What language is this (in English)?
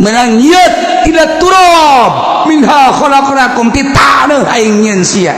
Sundanese